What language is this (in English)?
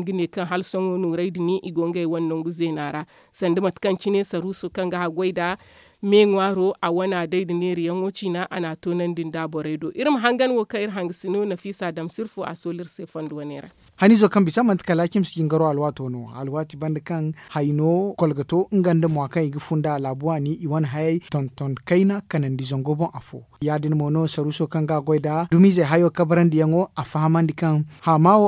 Zarma